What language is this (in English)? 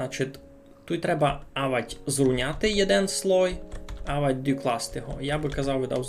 Rusyn